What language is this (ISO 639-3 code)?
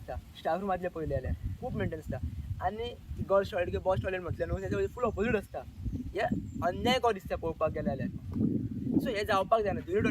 kok